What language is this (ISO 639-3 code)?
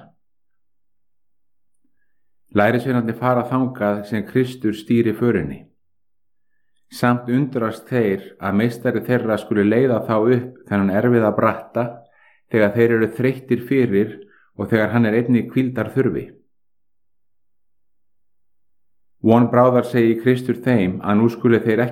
isl